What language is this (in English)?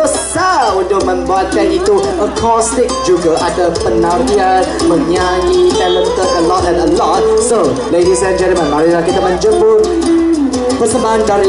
Malay